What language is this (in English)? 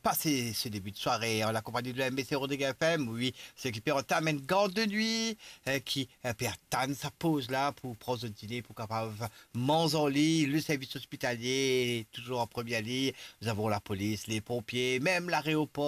Morisyen